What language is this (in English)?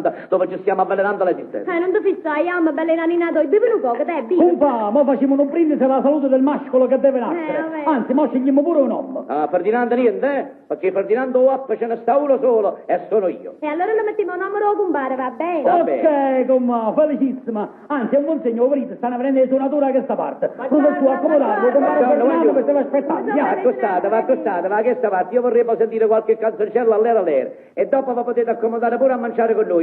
Neapolitan